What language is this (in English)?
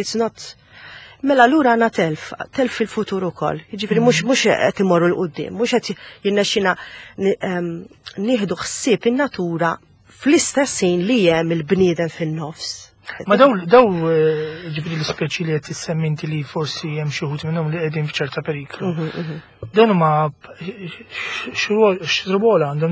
Maltese